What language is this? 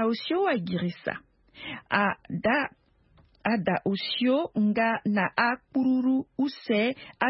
Sango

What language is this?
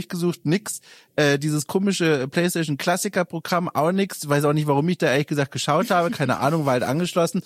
German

